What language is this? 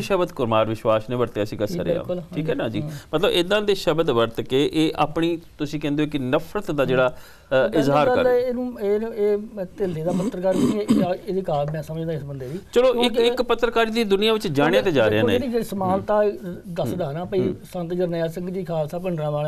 Punjabi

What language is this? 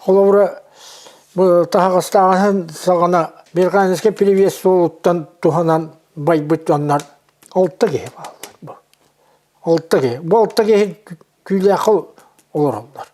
Yakut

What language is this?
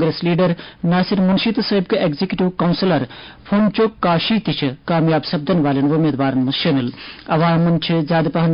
Kashmiri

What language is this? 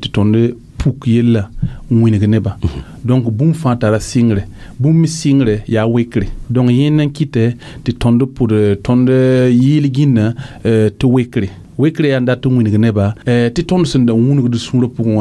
Mossi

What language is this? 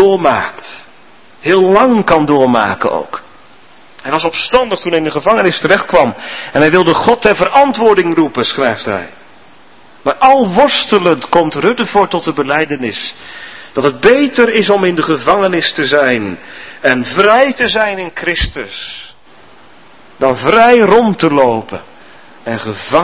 Dutch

